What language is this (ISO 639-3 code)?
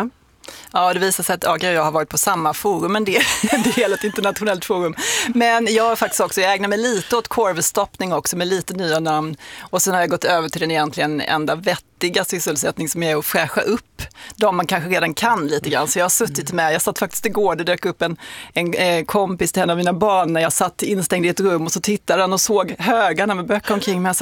swe